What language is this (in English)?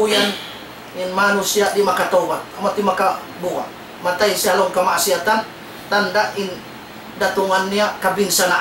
Tausug